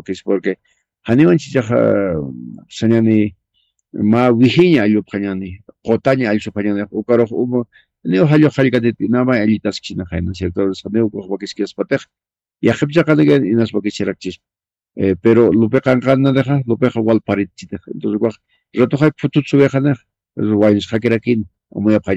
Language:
Aymara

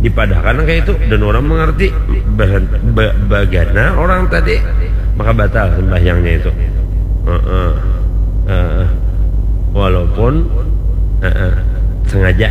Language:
Banjar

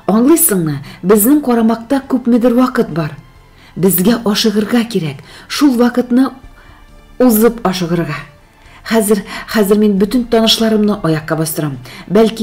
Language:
Tatar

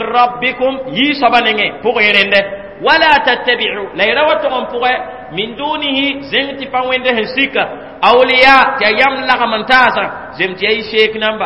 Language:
Mossi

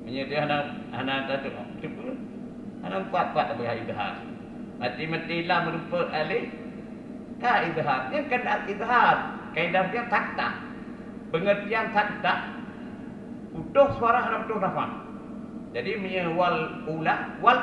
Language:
Achinese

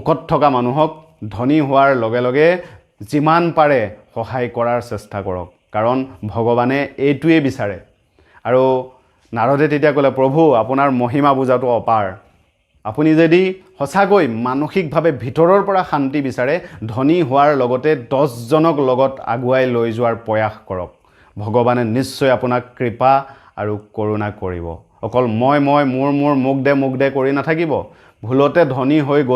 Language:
Assamese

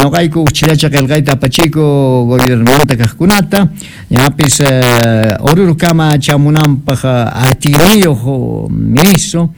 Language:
Quechua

